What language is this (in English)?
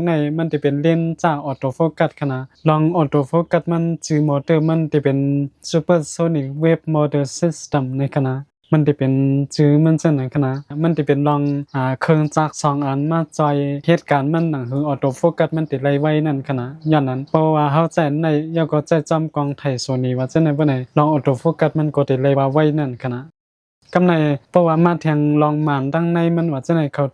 Shan